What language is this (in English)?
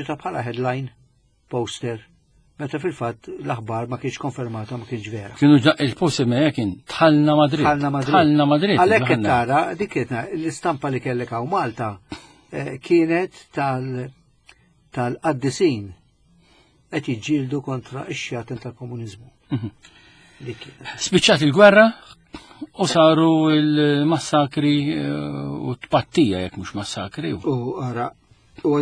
Maltese